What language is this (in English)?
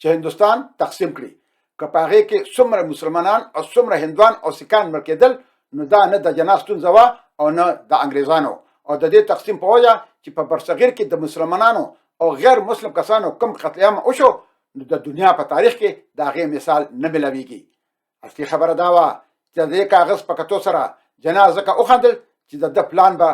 Pashto